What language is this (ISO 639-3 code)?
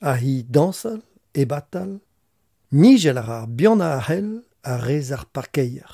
bre